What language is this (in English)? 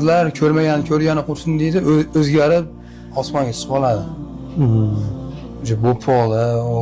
Uzbek